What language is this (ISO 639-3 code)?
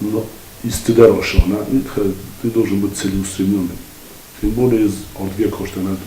oss